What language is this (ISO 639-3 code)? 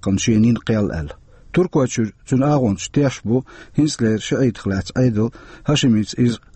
che